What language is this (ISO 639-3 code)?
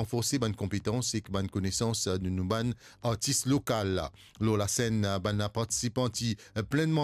mfe